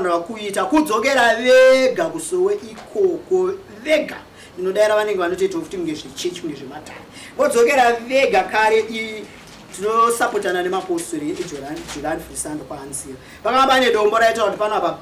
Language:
Shona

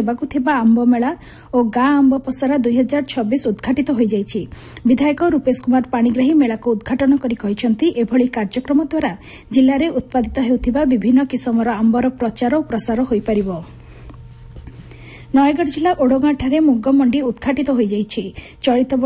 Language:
Odia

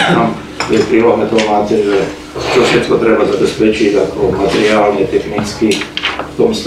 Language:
Slovak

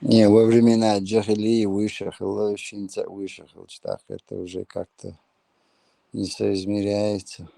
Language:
Chechen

